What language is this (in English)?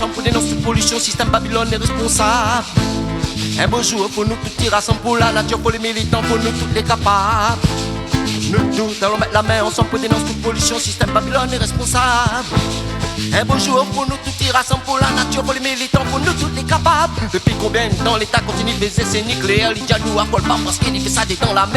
Réunion Creole French